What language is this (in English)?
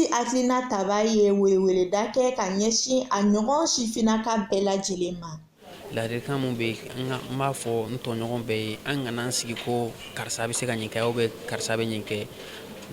Bambara